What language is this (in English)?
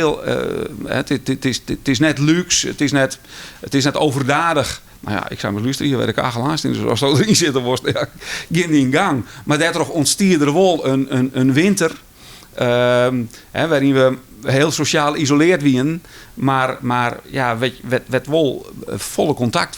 Western Frisian